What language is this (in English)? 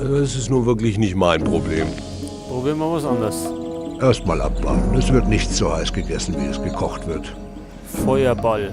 Bavarian